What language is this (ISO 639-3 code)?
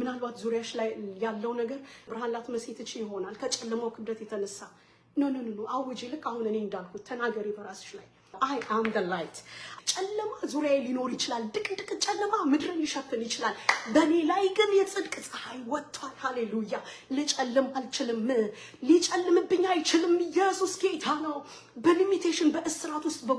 amh